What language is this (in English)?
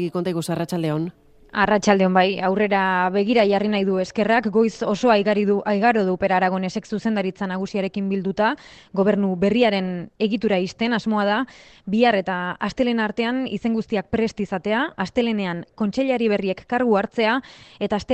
Basque